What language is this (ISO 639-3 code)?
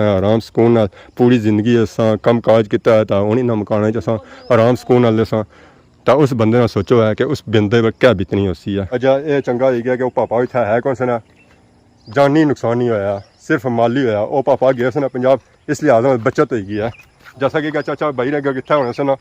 phr